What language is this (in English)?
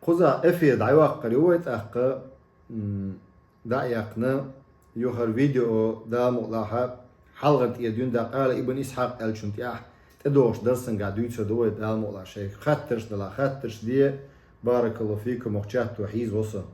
Chechen